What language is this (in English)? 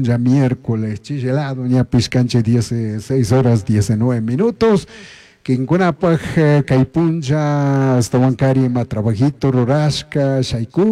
Chimborazo Highland Quichua